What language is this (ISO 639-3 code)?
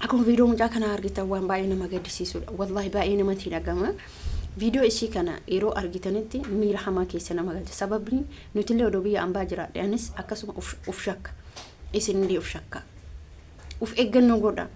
orm